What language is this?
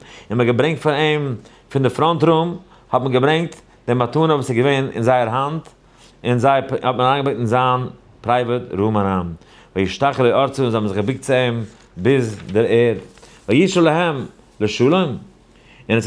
Yiddish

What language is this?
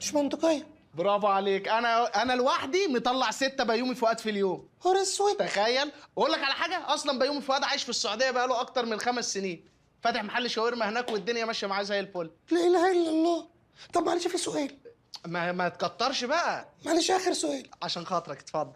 Egyptian Arabic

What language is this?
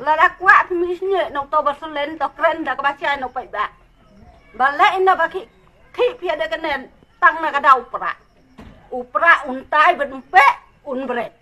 Khasi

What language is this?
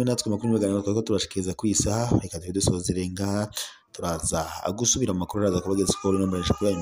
Rundi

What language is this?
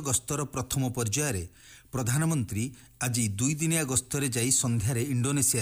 Odia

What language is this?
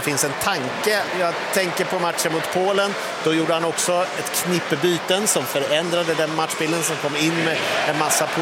Swedish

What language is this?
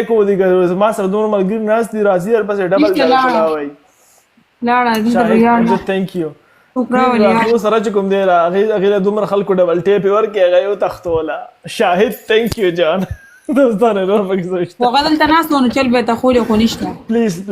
Pashto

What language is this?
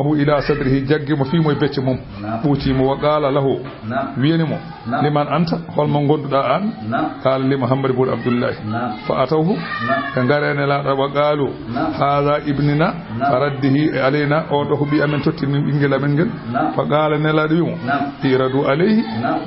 Fula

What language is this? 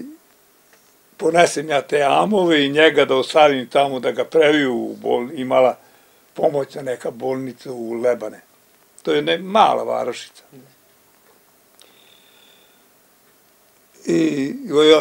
Serbian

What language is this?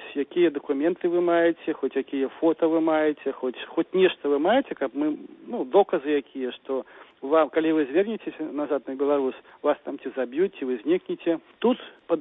Belarusian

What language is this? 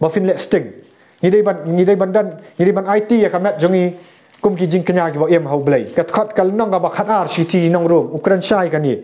Khasi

